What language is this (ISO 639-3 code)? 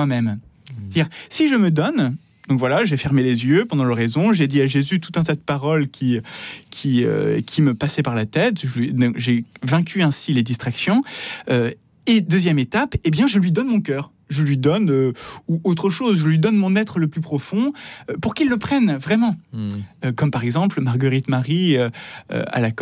fra